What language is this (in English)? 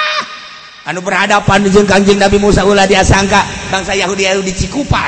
Sundanese